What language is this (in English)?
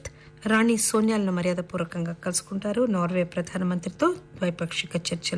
Telugu